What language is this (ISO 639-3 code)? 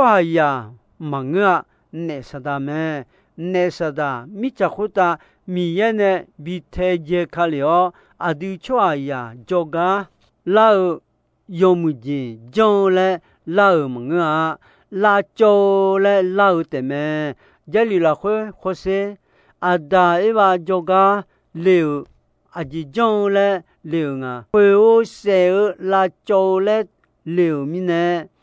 ahk